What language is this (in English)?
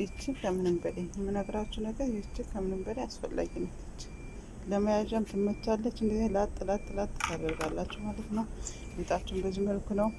Amharic